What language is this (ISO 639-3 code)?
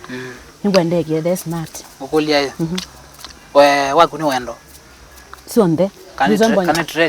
kam